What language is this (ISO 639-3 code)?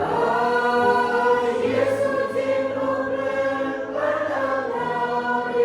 cmo